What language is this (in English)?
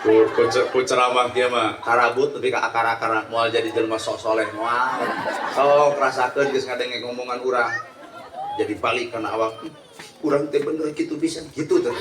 Sundanese